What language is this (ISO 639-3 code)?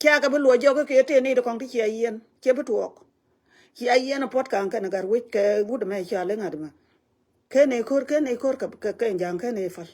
nus